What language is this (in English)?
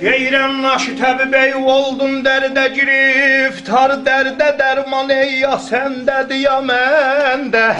South Azerbaijani